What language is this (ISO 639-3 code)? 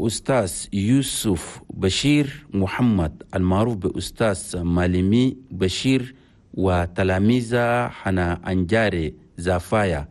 shu